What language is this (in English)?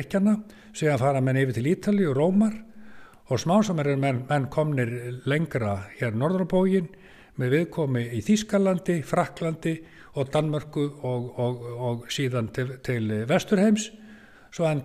Icelandic